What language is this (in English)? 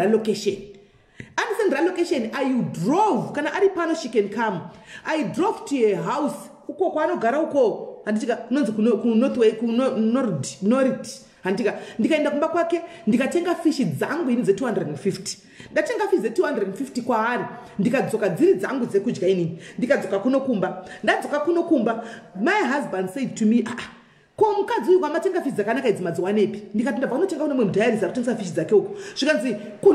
Shona